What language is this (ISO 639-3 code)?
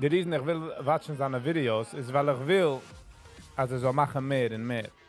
yid